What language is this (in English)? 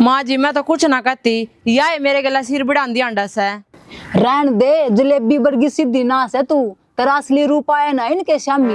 Haryanvi